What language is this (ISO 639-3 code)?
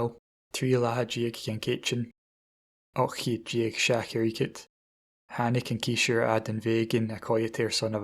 gla